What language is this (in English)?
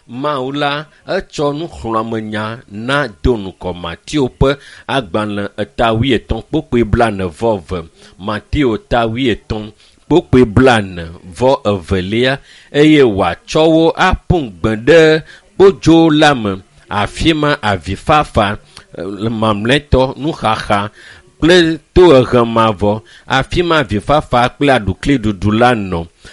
Ewe